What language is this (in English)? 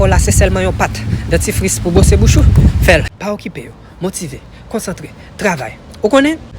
Haitian Creole